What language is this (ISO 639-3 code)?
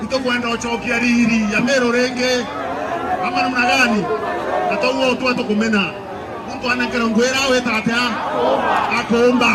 mer